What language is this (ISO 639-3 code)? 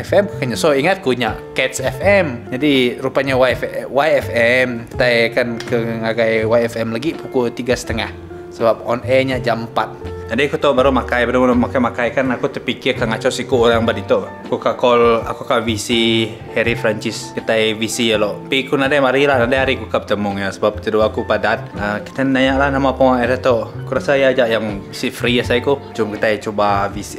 iba